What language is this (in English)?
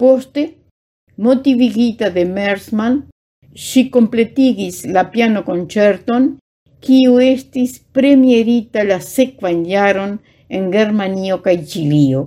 Esperanto